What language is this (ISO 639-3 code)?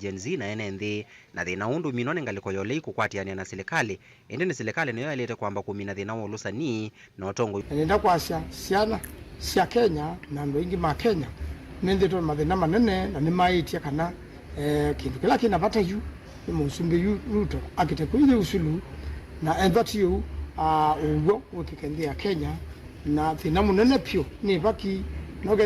kam